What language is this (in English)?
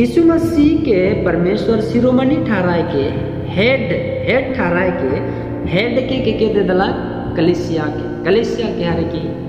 Sadri